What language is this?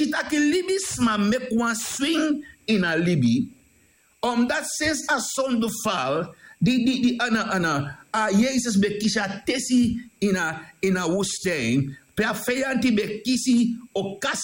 Sranan Tongo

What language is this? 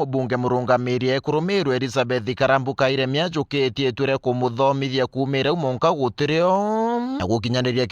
Meru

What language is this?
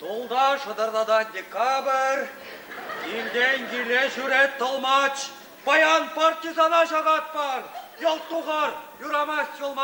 Chuvash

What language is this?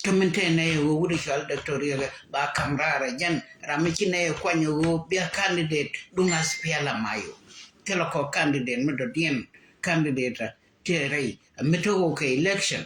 Nuer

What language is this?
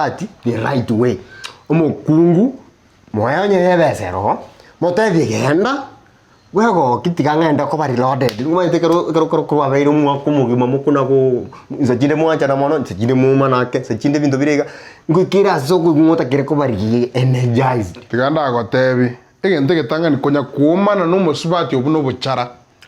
Gusii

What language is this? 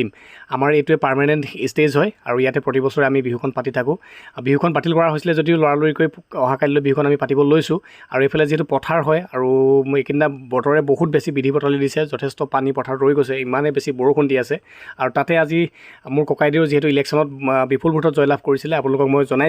Assamese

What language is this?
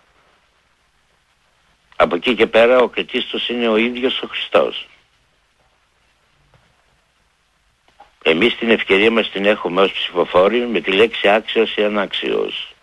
Greek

